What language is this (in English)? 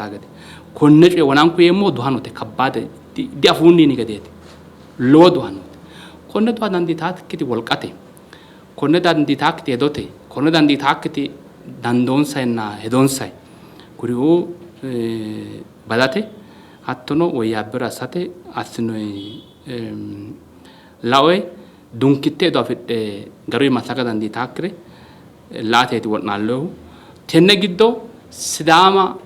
Sidamo